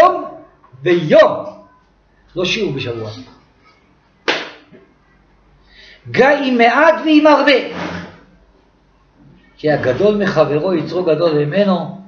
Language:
Hebrew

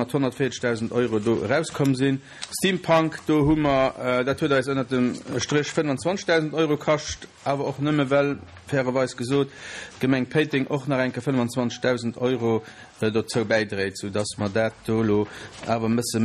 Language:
Luxembourgish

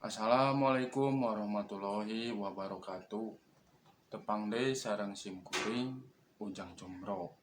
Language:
Sundanese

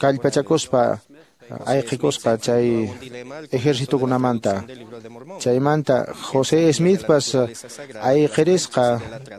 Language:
Quechua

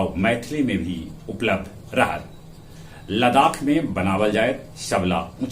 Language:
Magahi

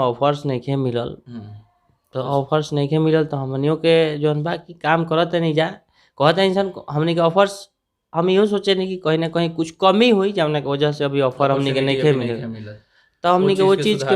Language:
Bhojpuri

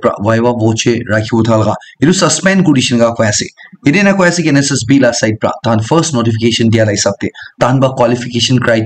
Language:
Naga Pidgin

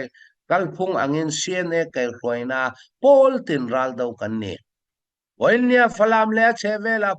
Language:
Falam Chin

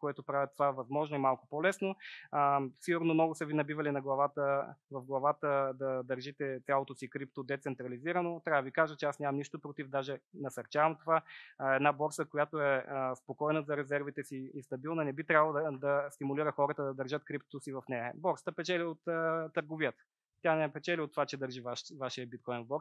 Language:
Bulgarian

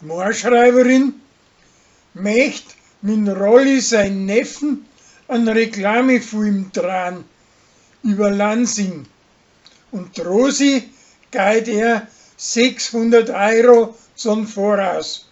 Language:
Bavarian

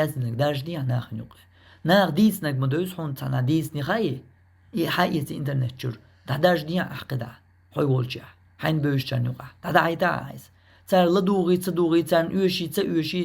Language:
Chechen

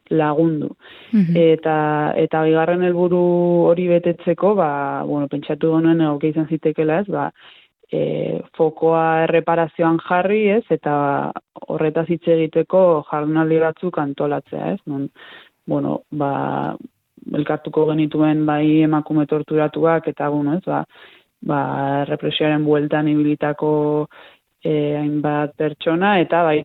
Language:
Basque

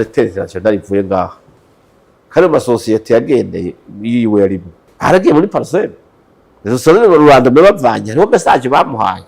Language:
Rundi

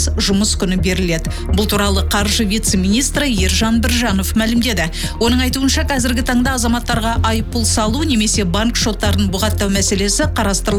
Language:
Kazakh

